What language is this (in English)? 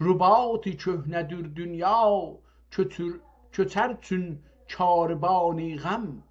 South Azerbaijani